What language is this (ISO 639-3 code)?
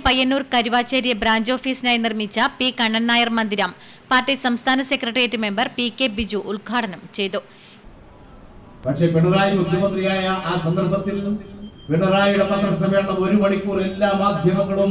mal